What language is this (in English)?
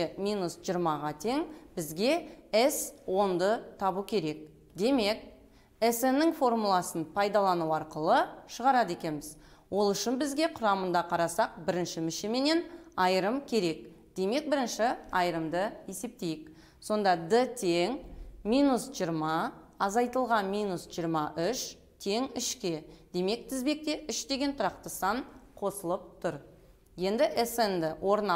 Kazakh